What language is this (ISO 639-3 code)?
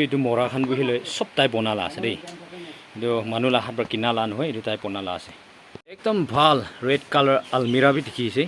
nag